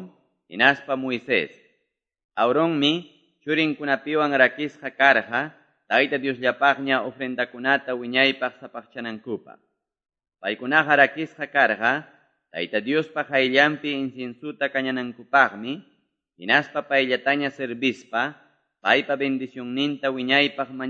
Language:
Quechua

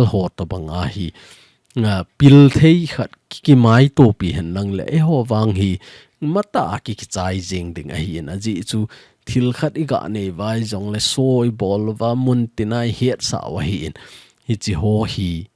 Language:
Thado Chin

